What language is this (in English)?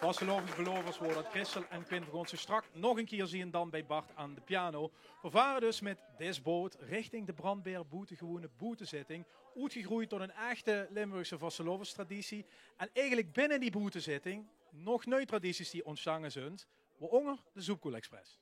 Limburgish